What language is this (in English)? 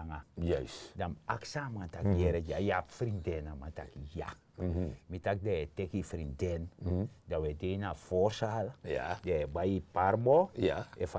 Sranan Tongo